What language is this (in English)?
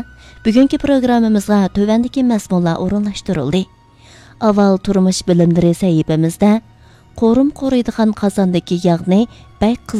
Uyghur